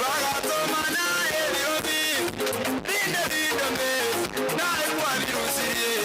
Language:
Gusii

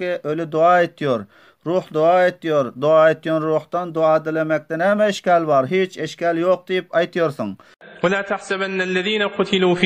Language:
Turkmen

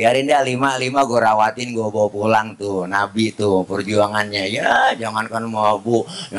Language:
Betawi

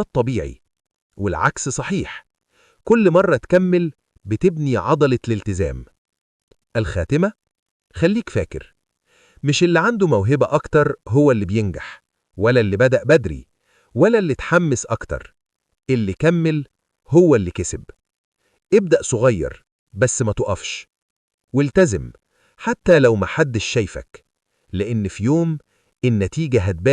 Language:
Egyptian Arabic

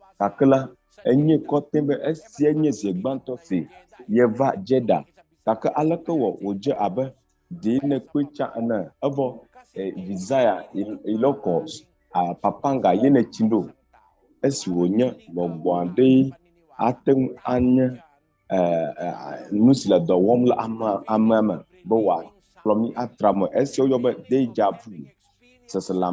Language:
Ewe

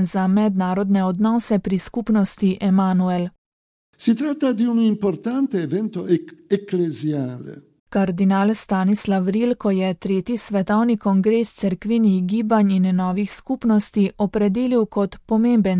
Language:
Slovenian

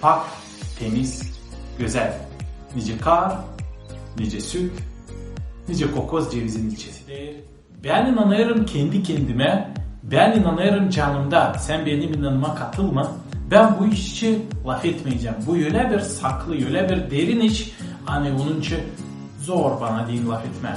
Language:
Gagauz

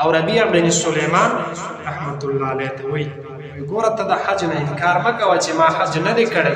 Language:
Pashto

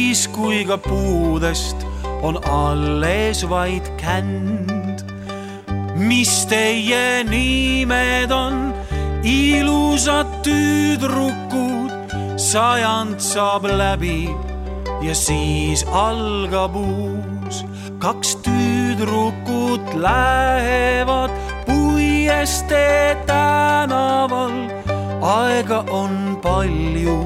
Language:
Estonian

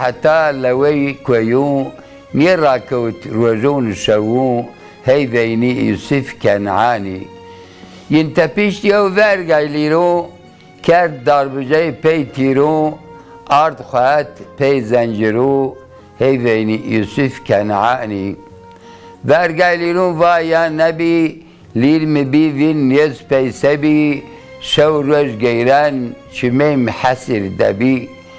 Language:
Zaza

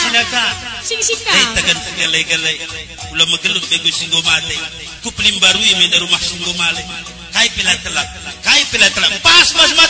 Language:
Batak Karo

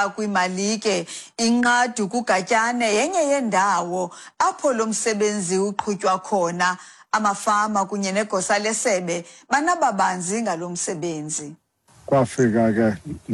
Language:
Xhosa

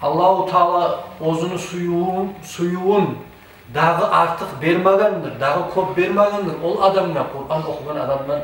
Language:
Kumyk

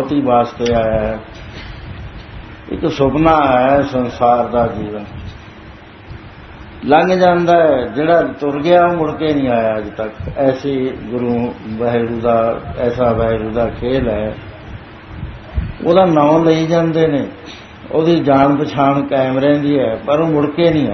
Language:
Punjabi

